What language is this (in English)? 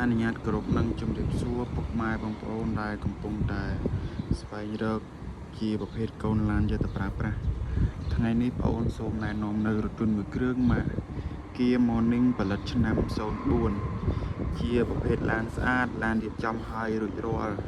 Khmer